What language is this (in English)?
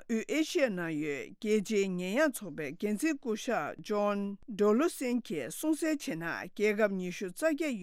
Tibetan